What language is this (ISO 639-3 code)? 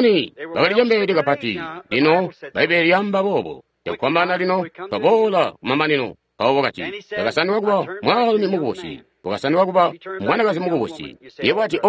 toi